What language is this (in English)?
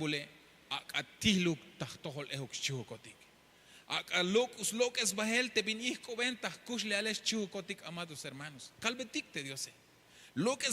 Tzeltal